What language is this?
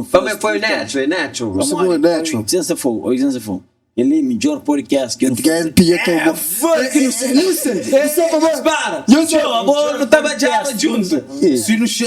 Kabuverdianu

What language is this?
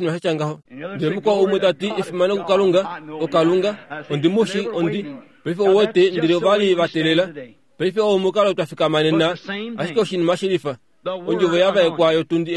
Kuanyama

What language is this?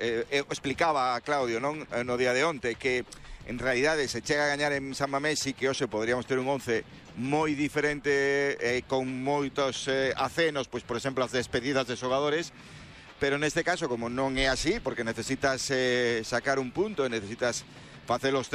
Galician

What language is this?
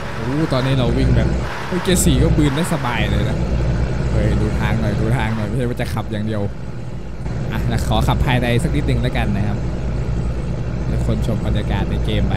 Thai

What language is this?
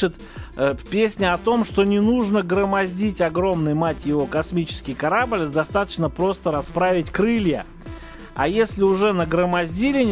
Russian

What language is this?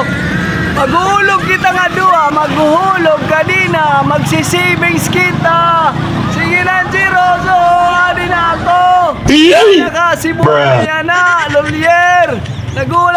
Waray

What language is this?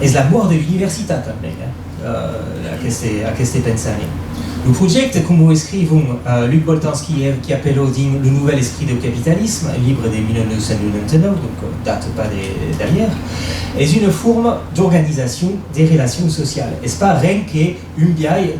Occitan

